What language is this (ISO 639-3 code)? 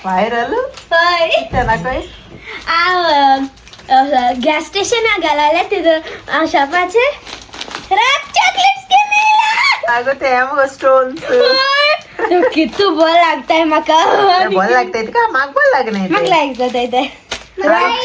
kok